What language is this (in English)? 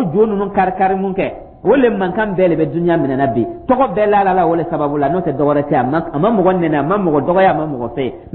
Dyula